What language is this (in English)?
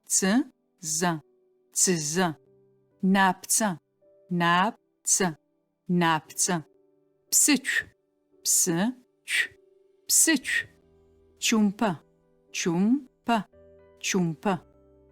Adyghe